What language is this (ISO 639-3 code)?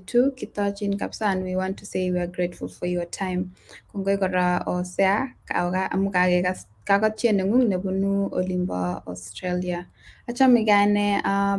kln